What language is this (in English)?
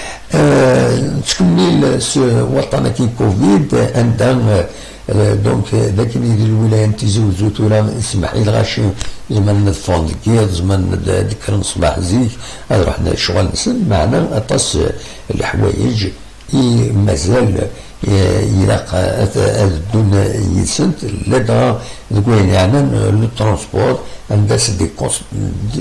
Kabyle